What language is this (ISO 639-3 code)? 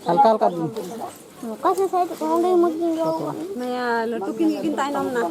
sat